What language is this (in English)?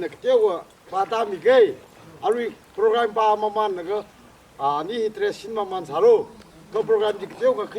Tangkhul Naga (India)